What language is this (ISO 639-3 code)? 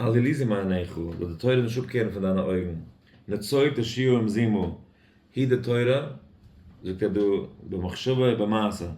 yid